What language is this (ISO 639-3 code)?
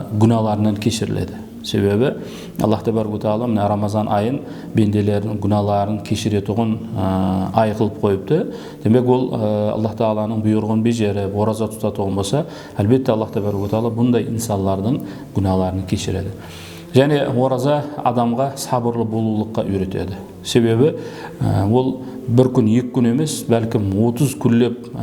kaa